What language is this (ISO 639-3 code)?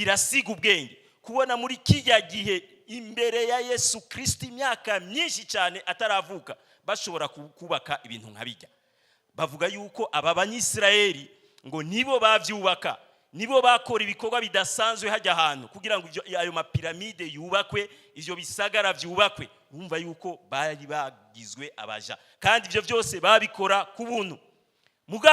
run